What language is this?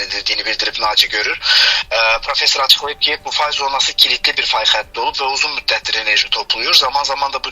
Azerbaijani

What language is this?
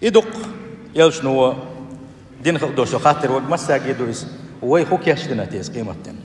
Chechen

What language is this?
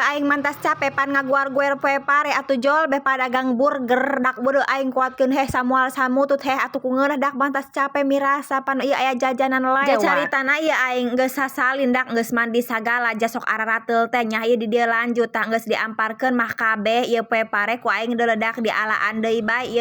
Sundanese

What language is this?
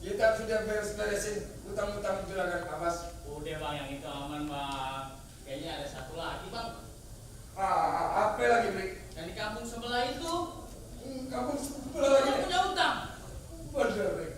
Betawi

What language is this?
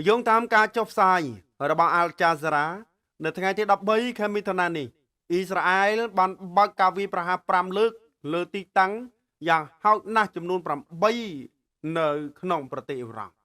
Khmer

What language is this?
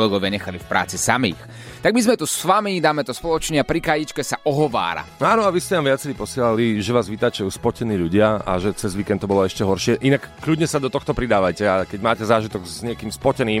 Slovak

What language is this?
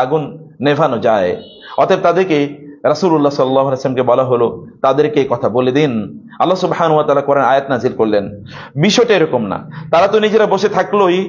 Bangla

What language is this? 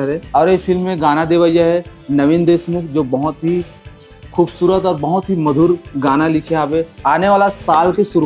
Chhattisgarhi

